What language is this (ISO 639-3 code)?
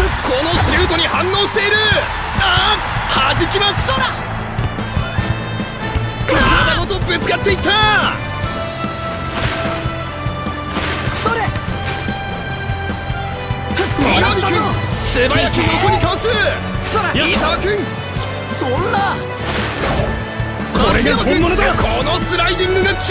jpn